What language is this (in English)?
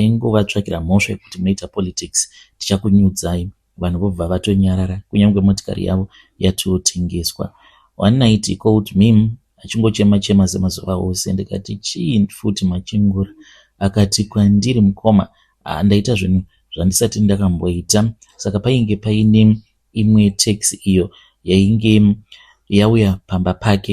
Shona